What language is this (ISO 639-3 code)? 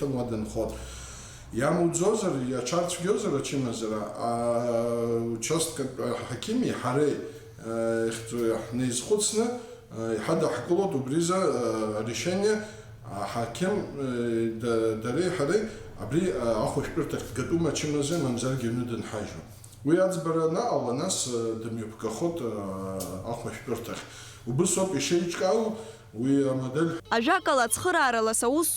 abk